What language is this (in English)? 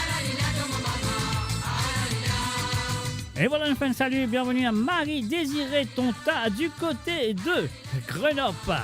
Morisyen